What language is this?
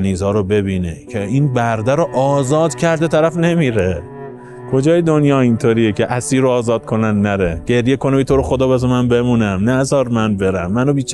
Persian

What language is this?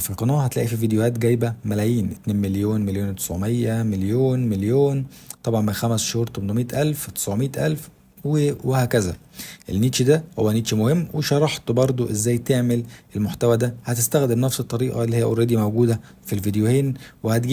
Egyptian Arabic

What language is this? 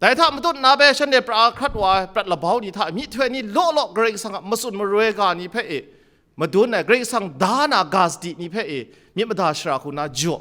Kachin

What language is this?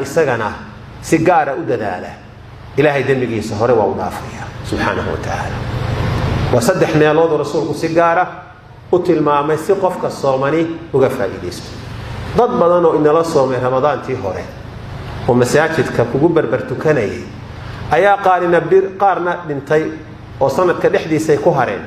Somali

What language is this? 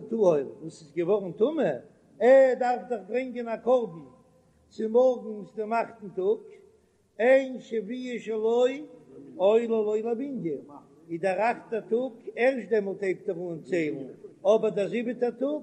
Yiddish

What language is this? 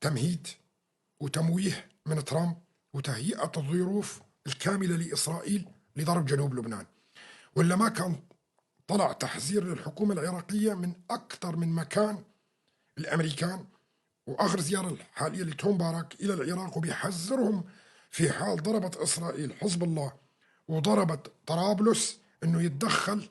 North Levantine Arabic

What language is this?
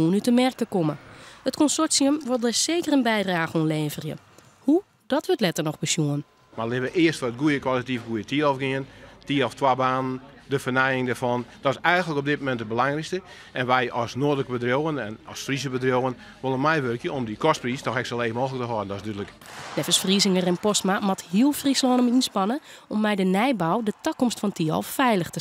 Western Frisian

